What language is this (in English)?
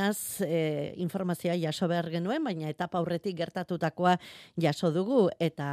Basque